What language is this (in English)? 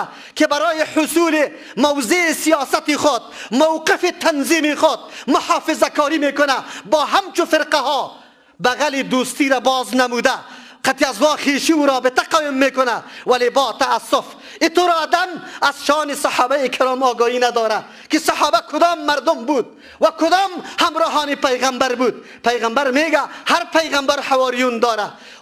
Persian